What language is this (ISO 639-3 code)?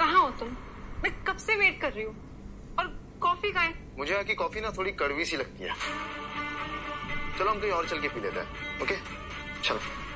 hin